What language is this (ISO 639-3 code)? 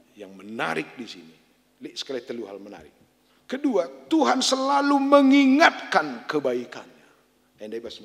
btx